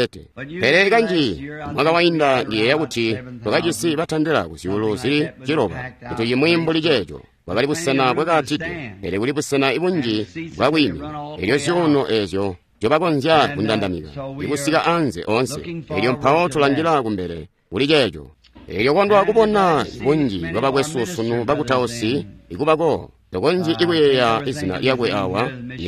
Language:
Tonga (Zambia)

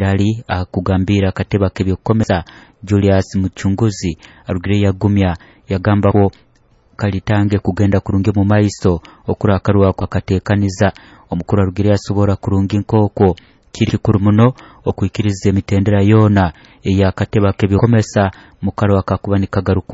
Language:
Nyoro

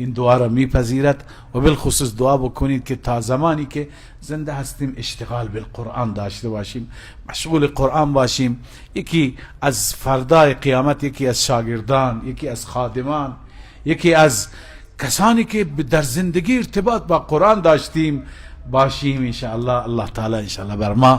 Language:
Persian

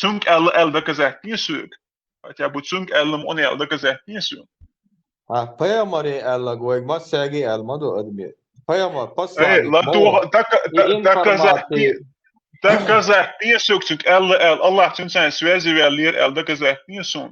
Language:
Chechen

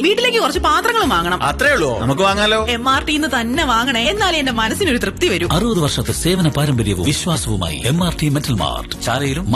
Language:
Malayalam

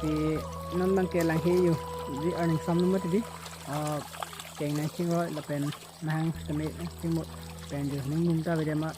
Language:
Karbi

